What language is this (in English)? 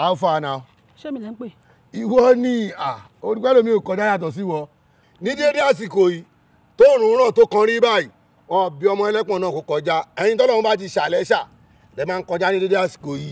Yoruba